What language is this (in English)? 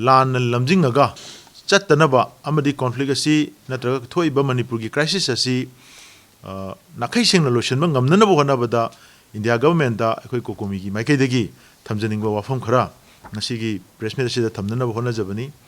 Manipuri